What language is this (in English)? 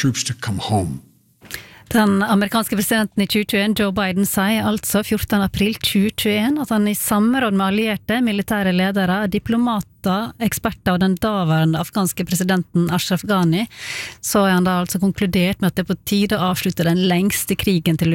Norwegian